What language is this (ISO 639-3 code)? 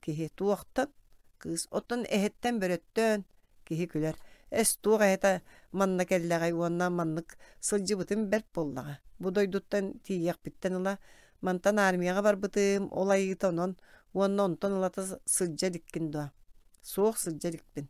sah